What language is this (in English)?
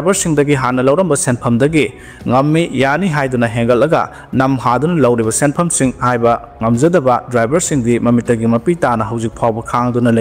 Manipuri